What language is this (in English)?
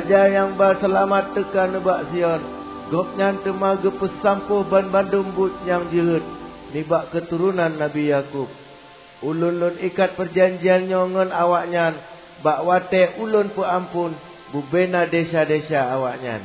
Achinese